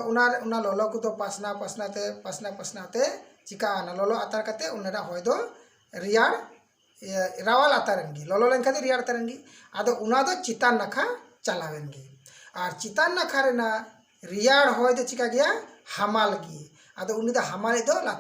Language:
Santali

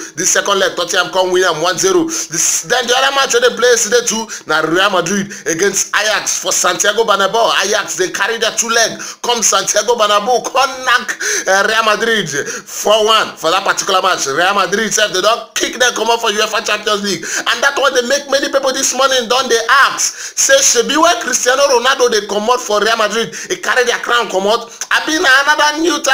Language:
Nigerian Pidgin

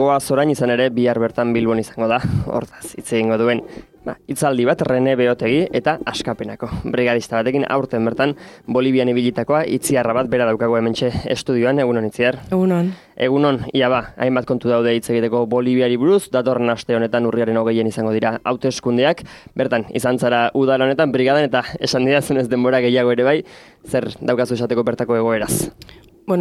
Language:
Basque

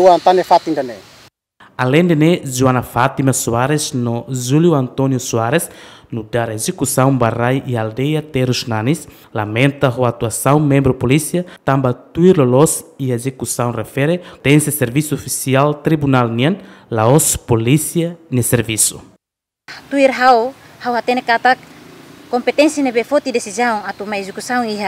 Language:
Tetum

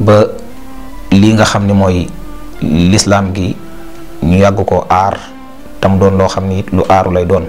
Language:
Wolof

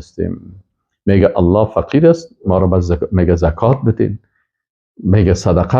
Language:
Persian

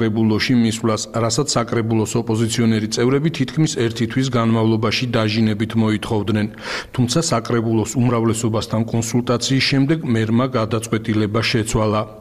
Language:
Georgian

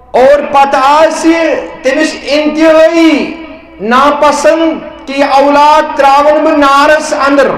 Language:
Kashmiri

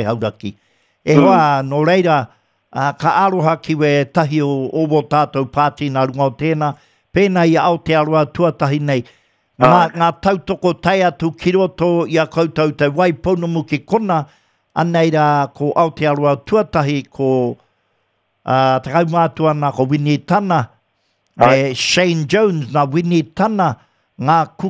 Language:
Māori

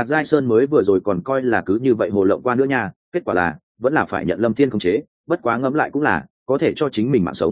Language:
Vietnamese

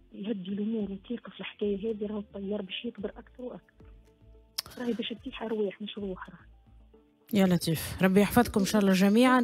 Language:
Tunisian Arabic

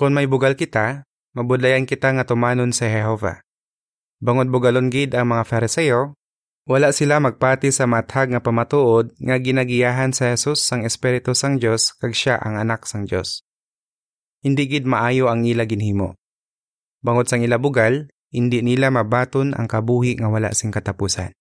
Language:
Hiligaynon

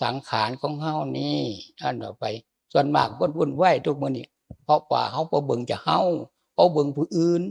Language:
Lao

